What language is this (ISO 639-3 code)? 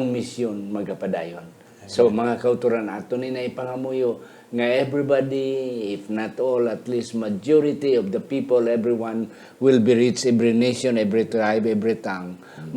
hil